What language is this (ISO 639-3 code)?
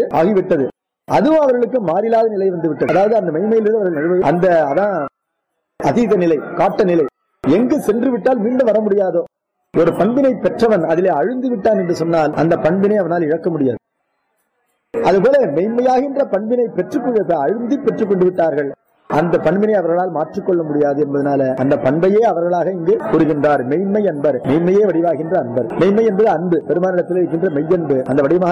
tam